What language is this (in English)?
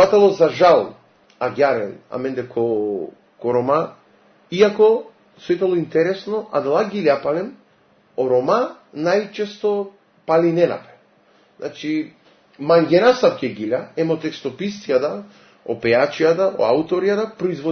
Macedonian